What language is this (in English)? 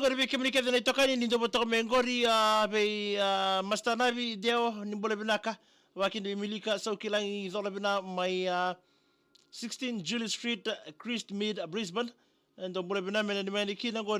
Fijian